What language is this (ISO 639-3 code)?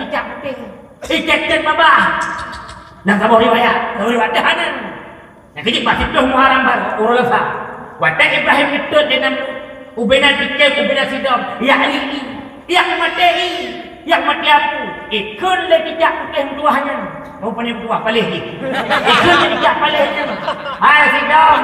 ace